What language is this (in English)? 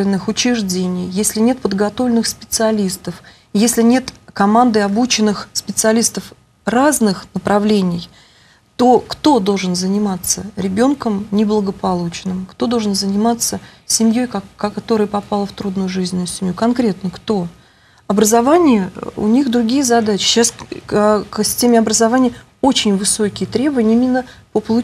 Russian